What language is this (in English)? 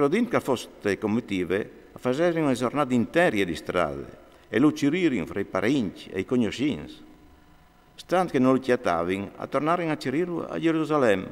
Friulian